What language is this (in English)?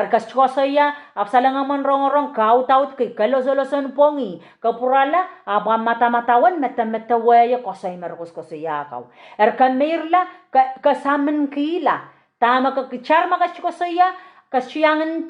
Pohnpeian